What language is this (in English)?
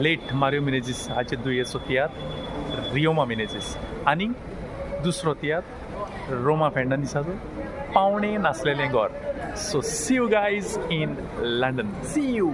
Konkani